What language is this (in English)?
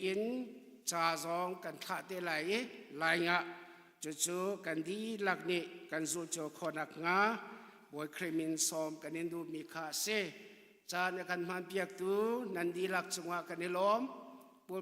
Hakha Chin